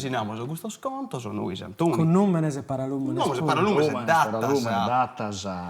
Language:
Sardinian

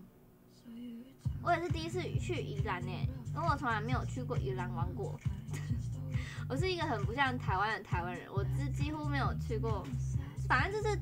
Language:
Chinese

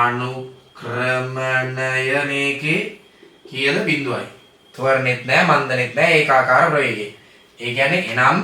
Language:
Sinhala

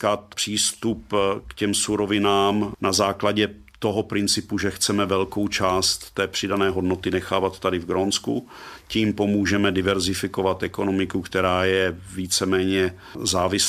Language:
Czech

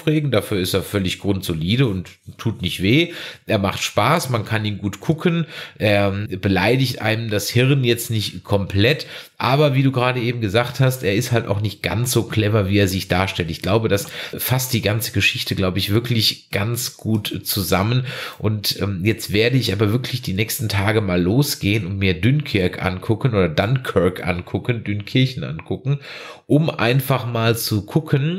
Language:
German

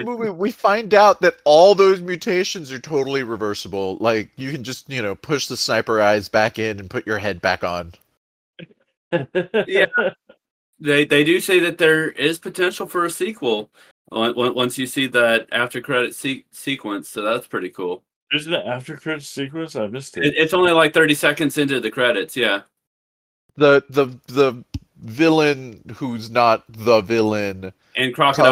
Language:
English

